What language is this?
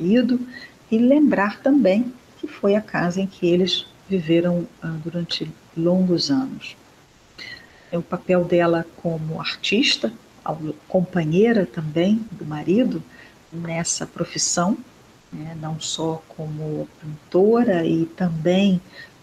Portuguese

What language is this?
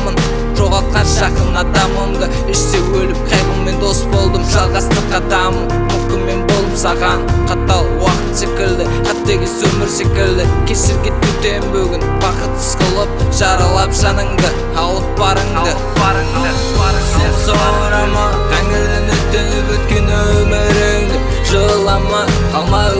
Kazakh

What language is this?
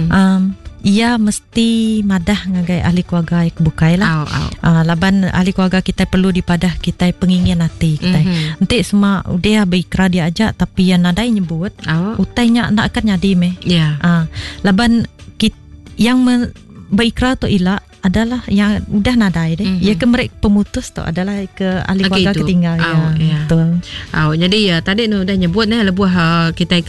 Iban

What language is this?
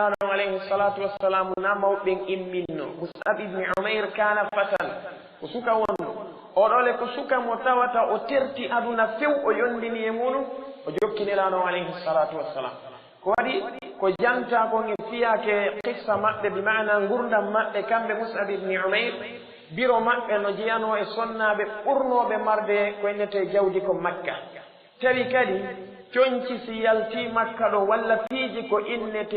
Fula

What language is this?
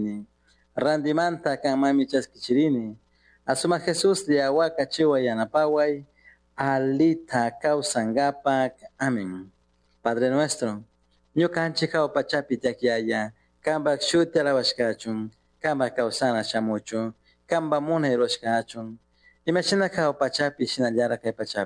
Chimborazo Highland Quichua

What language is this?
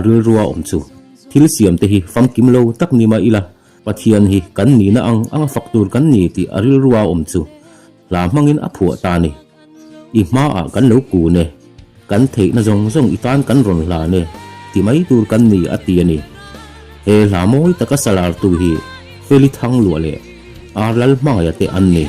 Mizo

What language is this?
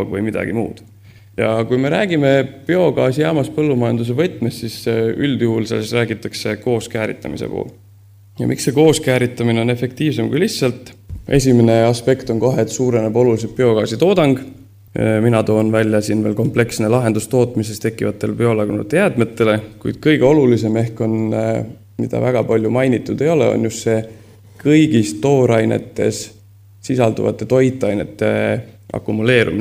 Estonian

